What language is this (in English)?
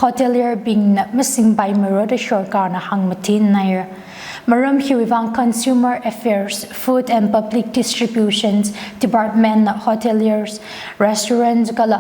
Tangkhul Naga (India)